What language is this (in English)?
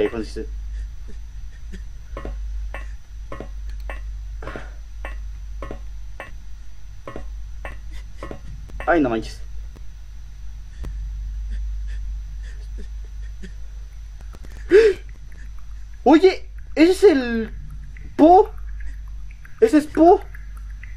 Spanish